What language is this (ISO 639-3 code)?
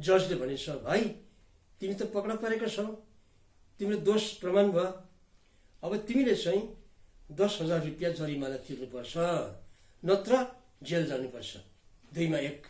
nep